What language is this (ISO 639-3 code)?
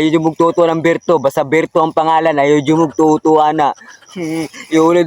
ceb